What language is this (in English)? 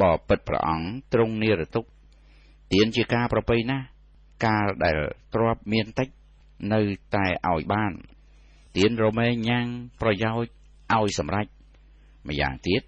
Khmer